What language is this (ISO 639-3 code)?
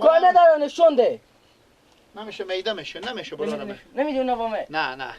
fas